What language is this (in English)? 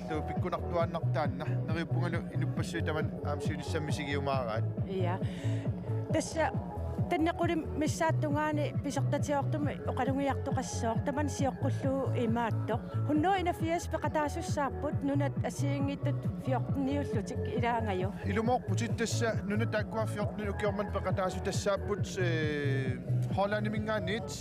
Kalaallisut